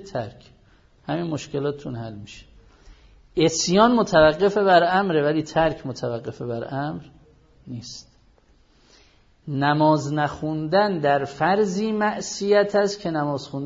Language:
Persian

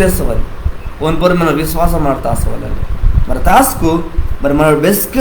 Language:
Koya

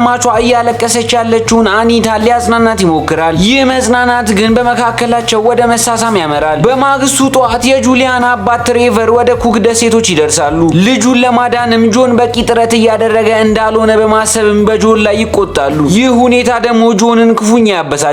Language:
Amharic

